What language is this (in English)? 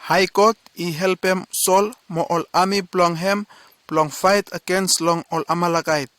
Bislama